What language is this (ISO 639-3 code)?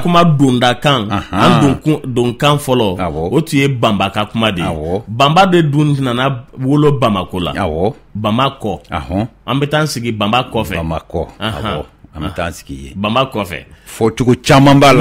bam